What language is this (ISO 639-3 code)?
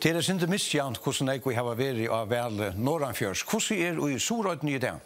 fao